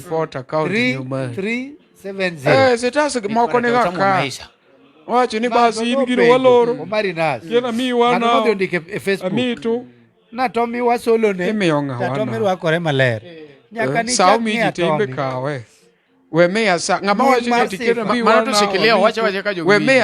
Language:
Luo (Kenya and Tanzania)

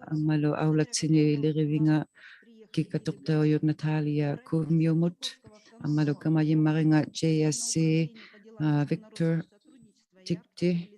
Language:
Inuktitut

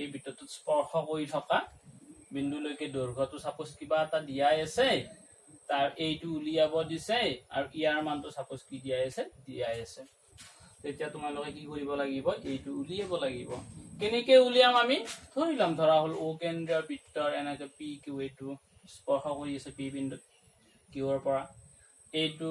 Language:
Assamese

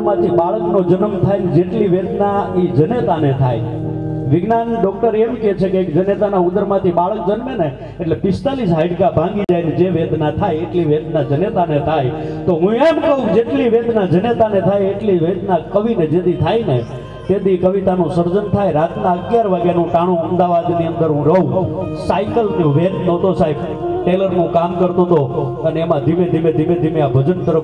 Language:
Gujarati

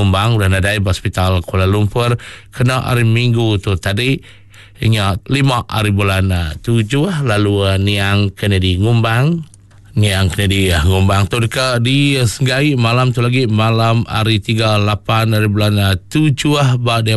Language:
Iban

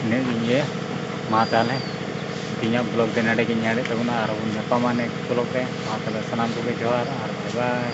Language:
Santali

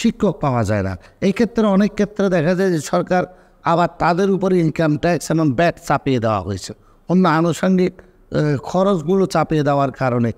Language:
Bangla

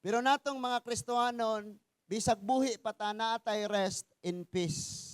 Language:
Cebuano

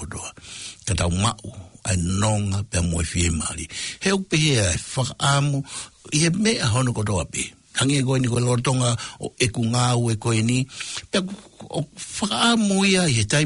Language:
Tongan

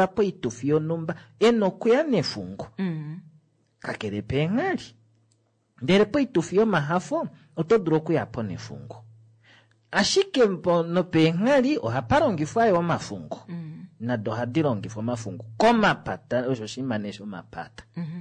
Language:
Kuanyama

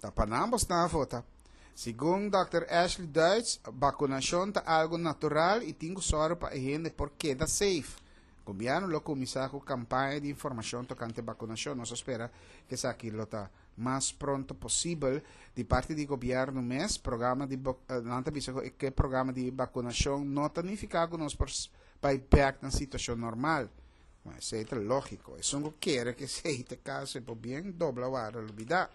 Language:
Papiamento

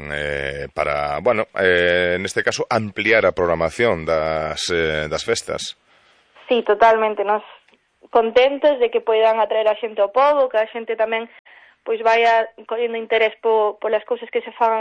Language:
Galician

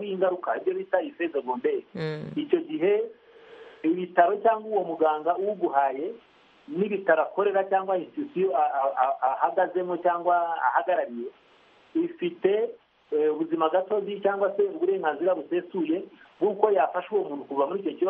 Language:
Kinyarwanda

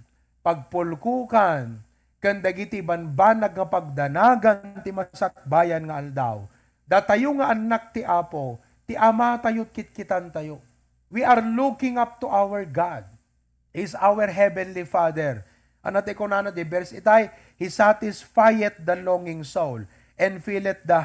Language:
Iloko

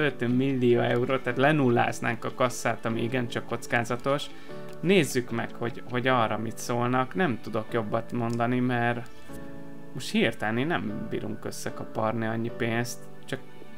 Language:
Hungarian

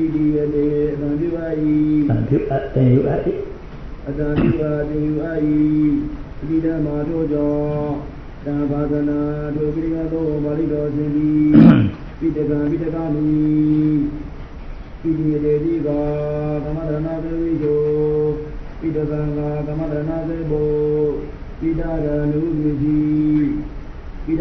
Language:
Burmese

